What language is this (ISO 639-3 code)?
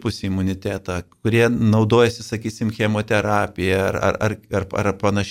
lit